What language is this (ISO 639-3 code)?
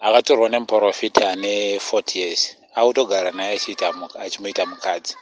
sna